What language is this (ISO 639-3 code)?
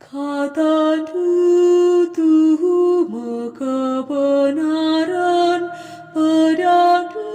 btx